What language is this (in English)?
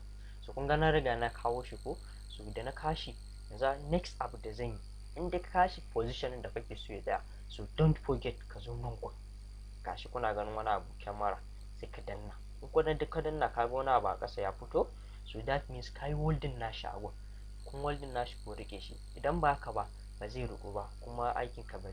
Hausa